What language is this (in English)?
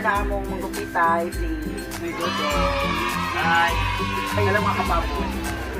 Cebuano